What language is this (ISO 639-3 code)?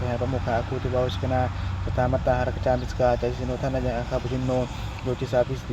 pli